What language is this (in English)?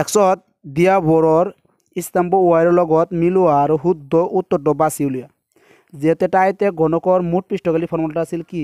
Assamese